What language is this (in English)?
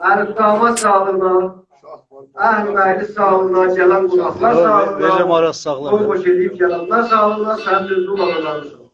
South Azerbaijani